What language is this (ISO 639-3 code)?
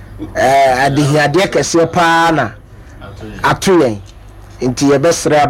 aka